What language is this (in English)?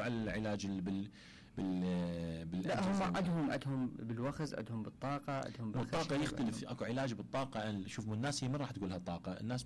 Mesopotamian Arabic